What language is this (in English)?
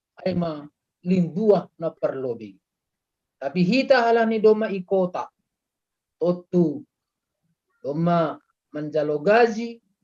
Batak Simalungun